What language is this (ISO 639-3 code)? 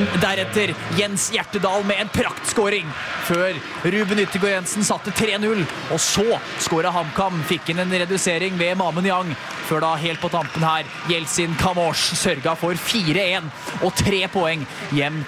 nor